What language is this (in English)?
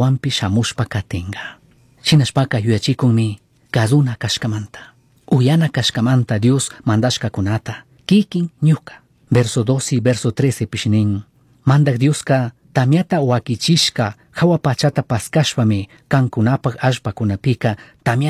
Chimborazo Highland Quichua